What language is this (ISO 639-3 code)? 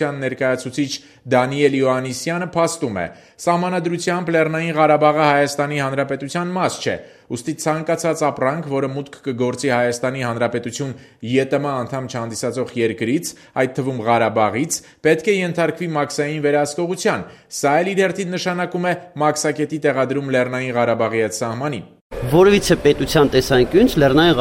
hye